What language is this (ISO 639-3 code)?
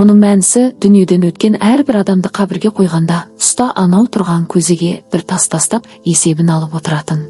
kaz